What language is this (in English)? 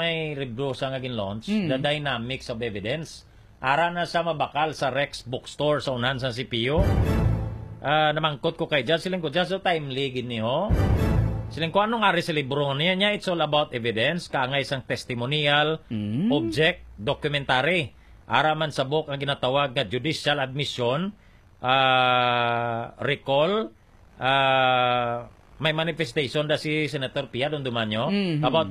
Hiligaynon